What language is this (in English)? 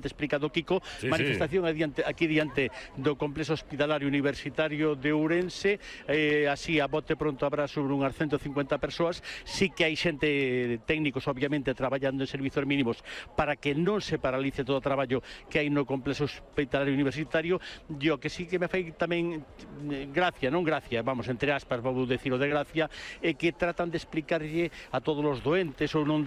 Galician